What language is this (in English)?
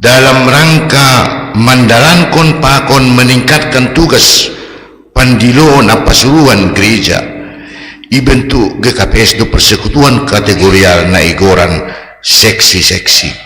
Batak Simalungun